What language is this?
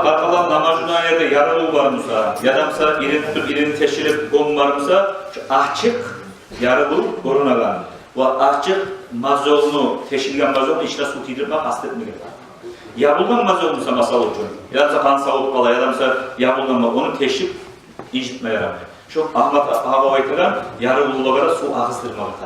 Kumyk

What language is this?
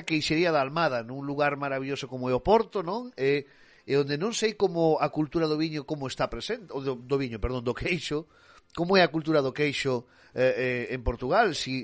Galician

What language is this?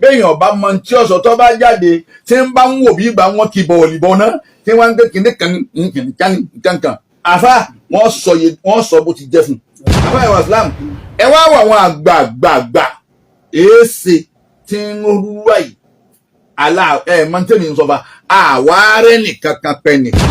Yoruba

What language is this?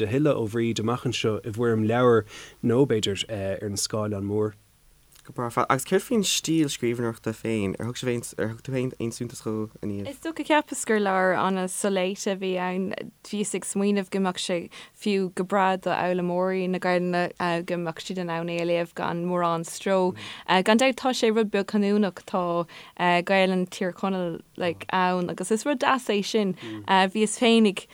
Irish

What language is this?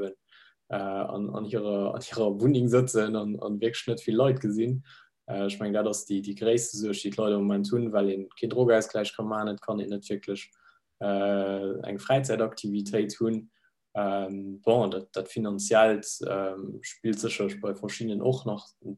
Luxembourgish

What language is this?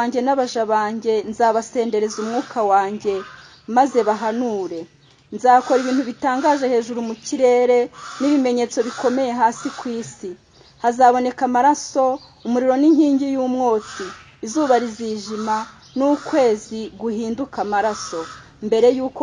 Kinyarwanda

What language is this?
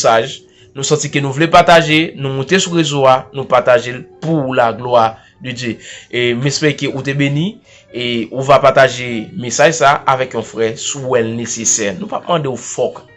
Haitian Creole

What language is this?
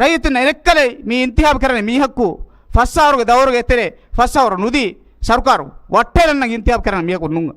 Divehi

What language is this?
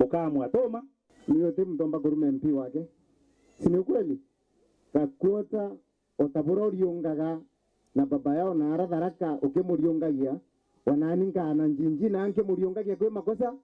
Meru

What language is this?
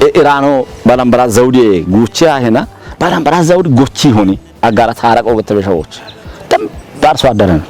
Kafa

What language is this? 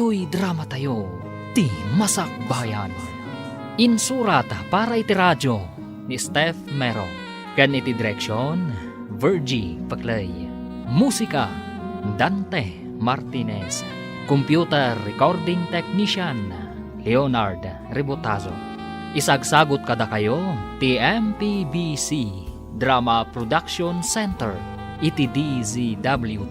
Iloko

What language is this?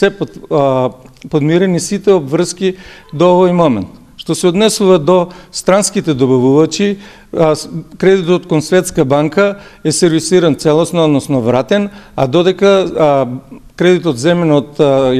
Macedonian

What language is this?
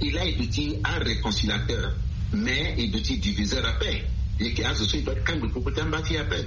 Sango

